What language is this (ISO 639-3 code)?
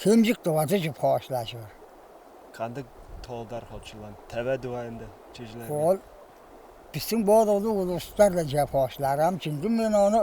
tyv